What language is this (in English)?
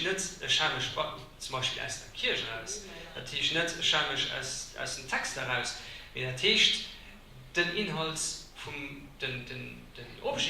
Luxembourgish